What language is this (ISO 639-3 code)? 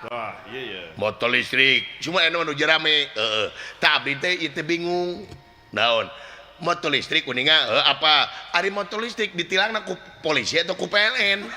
sun